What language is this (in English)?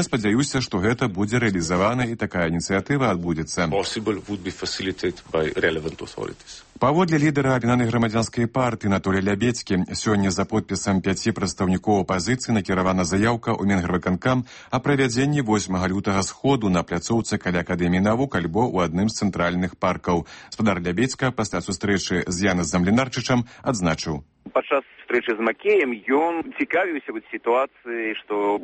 Belarusian